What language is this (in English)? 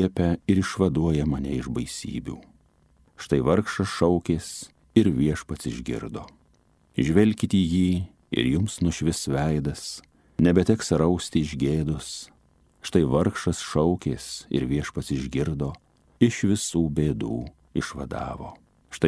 Lithuanian